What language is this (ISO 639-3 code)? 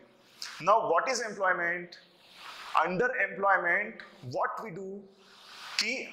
mar